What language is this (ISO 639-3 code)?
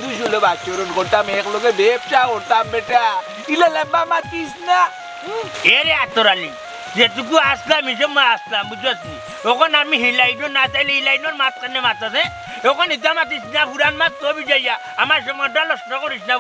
syl